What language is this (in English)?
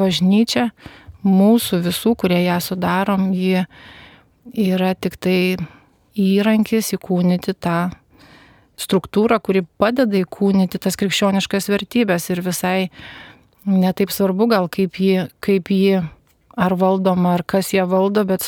Lithuanian